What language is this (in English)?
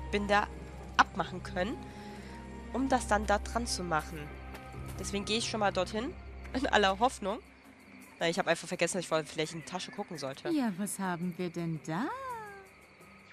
German